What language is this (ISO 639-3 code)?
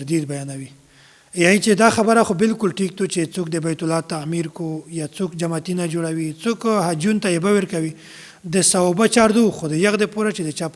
pus